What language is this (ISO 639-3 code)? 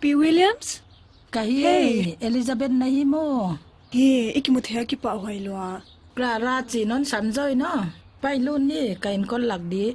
pck